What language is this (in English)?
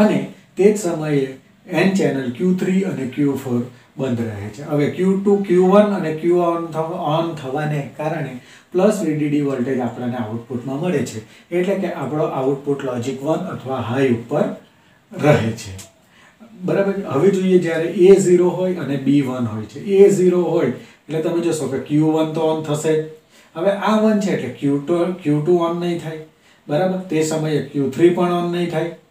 Gujarati